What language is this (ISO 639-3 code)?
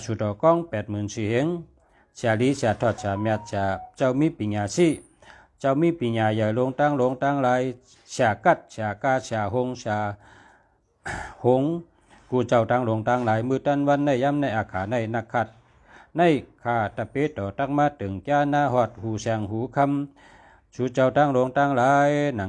shn